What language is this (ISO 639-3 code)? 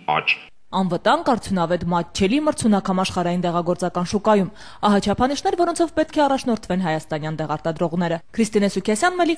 hye